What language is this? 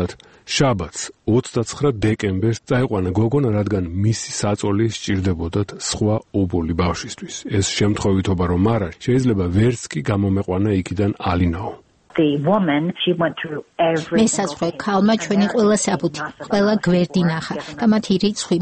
Georgian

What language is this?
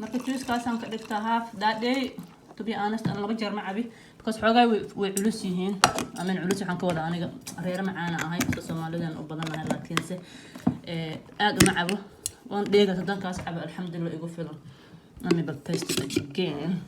Somali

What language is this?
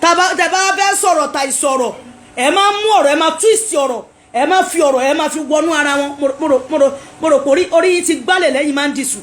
Yoruba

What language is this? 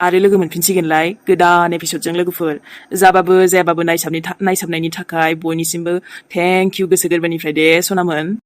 Bodo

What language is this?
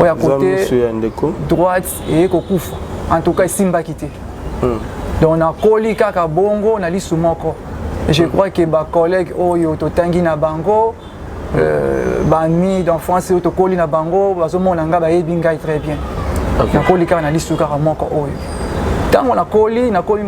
Lingala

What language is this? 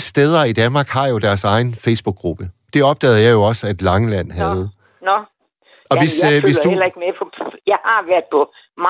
Danish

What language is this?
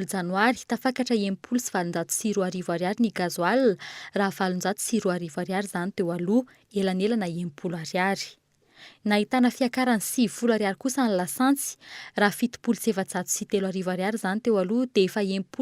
Malagasy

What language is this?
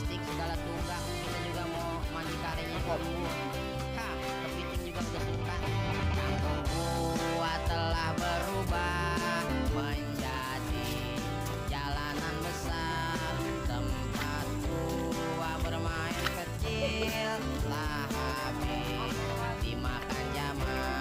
Betawi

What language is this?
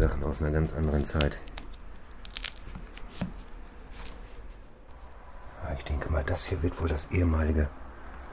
German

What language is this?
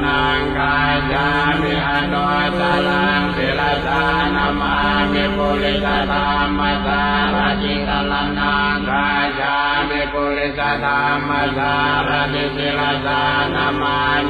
Pali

